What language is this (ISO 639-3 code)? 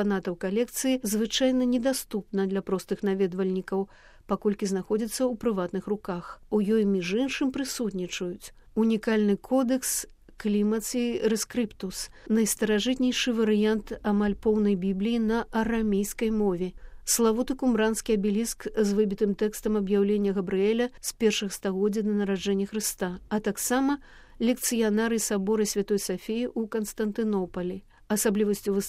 bel